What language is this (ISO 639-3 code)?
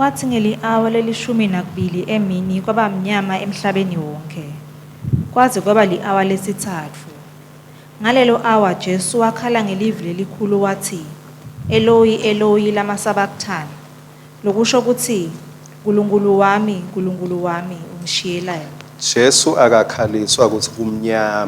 ssw